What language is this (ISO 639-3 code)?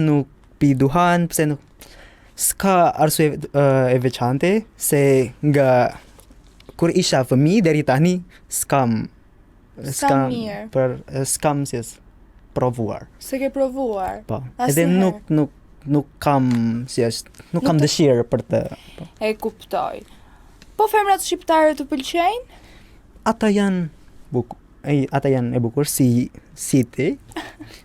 sqi